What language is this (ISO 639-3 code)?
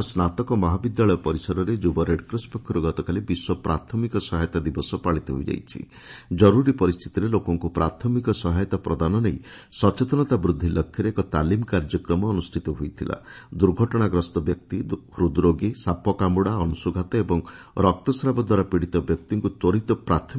ori